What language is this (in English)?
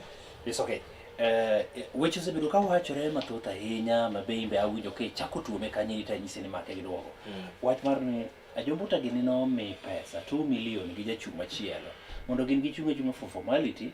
Luo (Kenya and Tanzania)